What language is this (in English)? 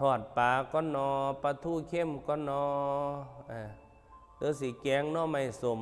Northeastern Thai